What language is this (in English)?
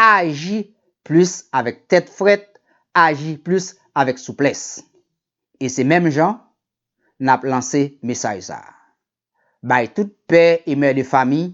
Haitian Creole